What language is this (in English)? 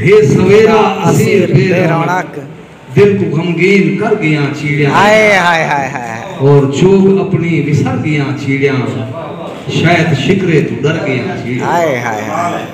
Saraiki